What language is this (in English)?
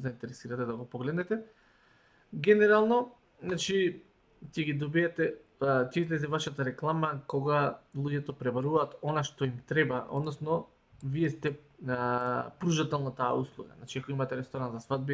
Macedonian